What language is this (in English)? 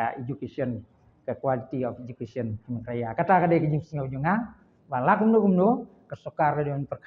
Khasi